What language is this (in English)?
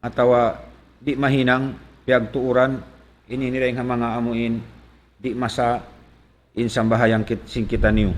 Tausug